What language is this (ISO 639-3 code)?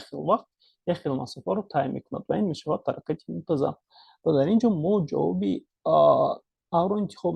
tgk